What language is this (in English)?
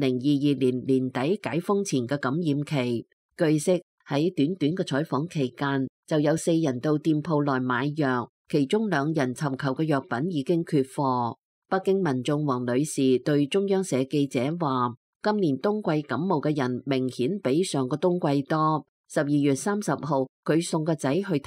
Cantonese